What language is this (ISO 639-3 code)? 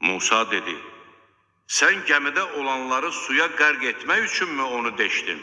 aze